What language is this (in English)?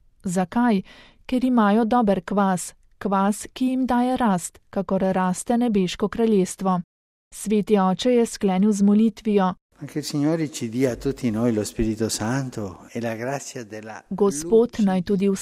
Slovenian